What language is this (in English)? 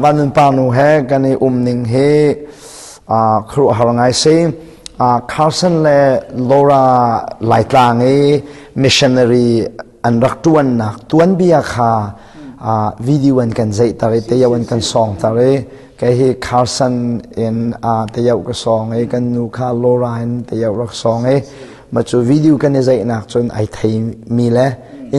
Hakha Chin